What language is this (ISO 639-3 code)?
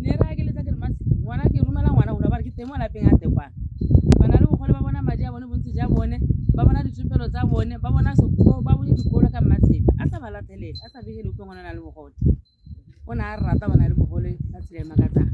tsn